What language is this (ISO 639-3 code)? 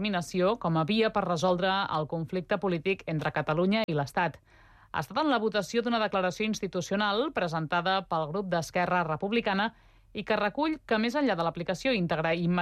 cat